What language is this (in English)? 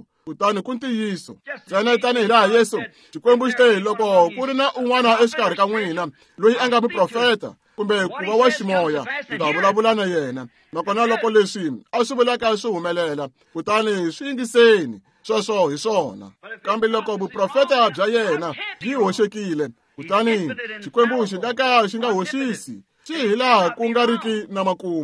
Tsonga